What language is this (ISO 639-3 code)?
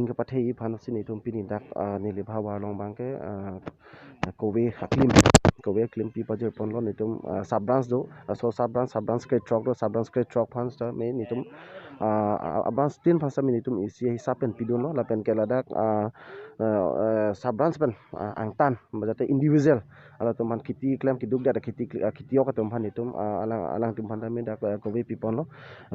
mjw